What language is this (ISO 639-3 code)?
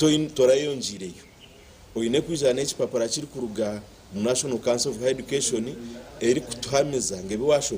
nyn